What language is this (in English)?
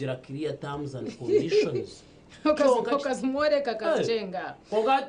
Nyankole